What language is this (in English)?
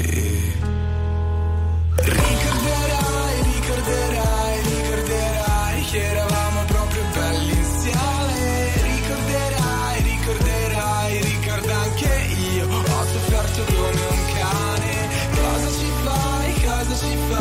Italian